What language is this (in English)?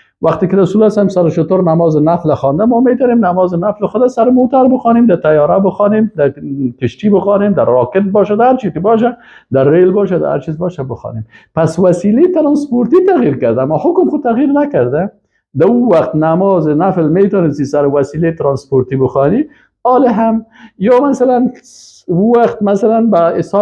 Persian